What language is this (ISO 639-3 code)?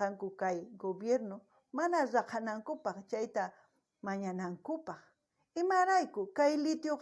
quh